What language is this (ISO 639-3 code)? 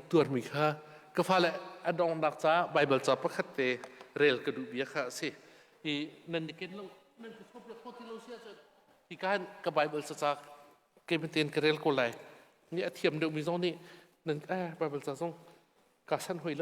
cnh